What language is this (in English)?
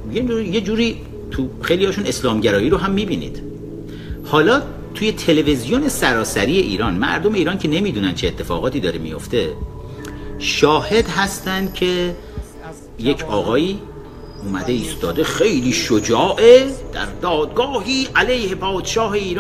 Persian